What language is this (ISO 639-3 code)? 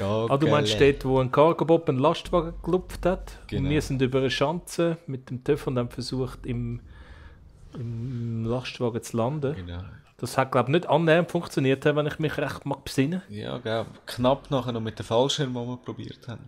gsw